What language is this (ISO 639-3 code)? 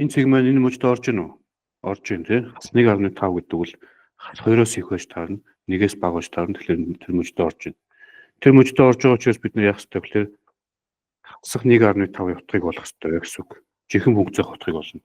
mon